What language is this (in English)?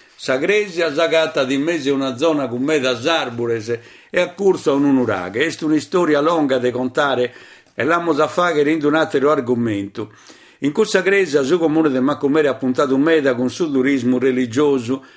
Sardinian